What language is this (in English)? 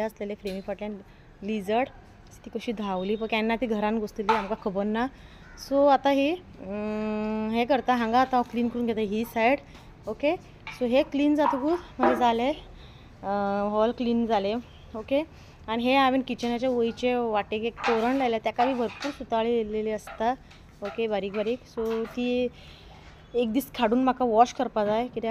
Konkani